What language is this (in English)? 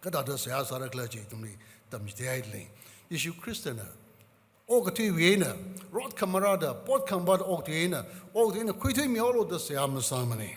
Tangkhul Naga (India)